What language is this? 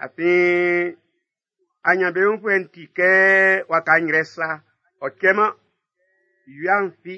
Baoulé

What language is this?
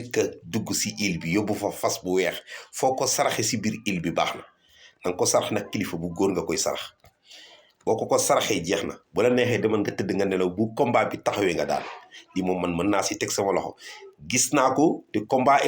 Wolof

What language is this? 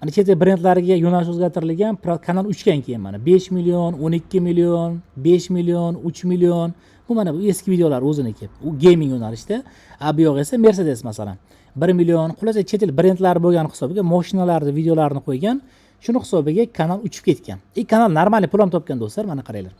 Uzbek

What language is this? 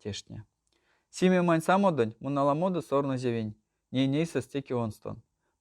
Erzya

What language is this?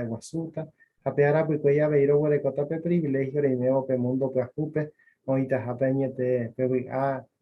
Guarani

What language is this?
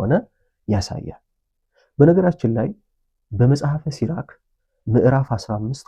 Amharic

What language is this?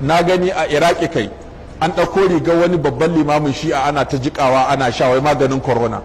Hausa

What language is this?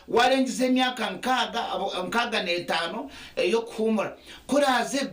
Nyankole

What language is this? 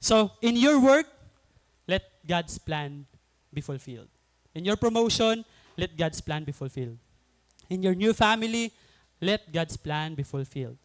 Waray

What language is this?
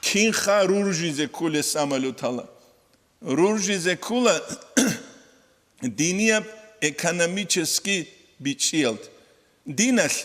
Avaric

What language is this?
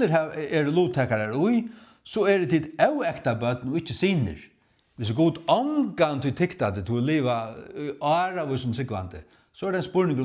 Faroese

